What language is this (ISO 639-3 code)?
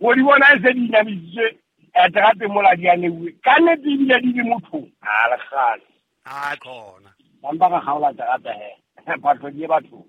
sot